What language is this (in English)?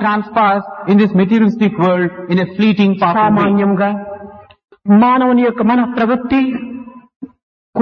Telugu